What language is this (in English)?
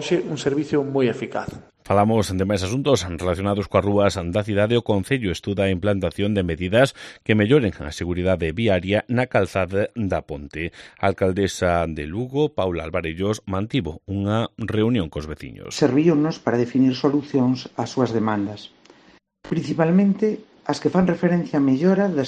Galician